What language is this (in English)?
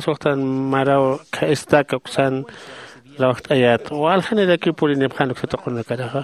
Aymara